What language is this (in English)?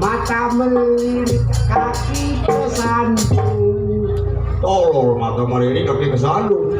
Betawi